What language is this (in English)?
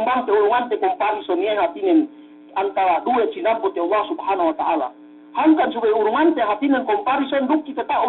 Yakan